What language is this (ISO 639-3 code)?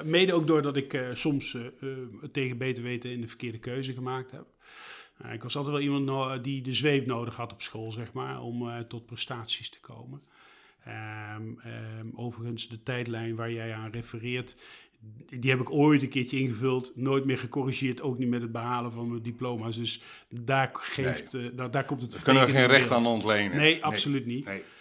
nld